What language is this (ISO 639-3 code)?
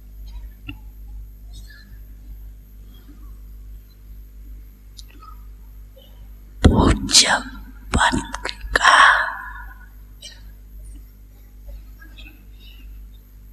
hin